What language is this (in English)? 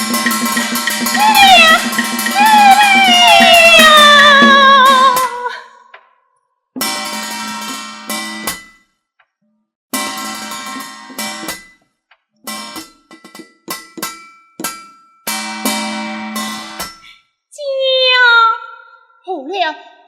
Pu-Xian Chinese